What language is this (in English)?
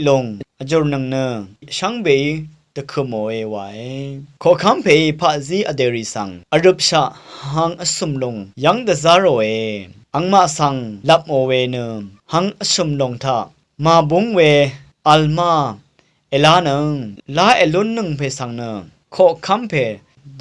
Rawang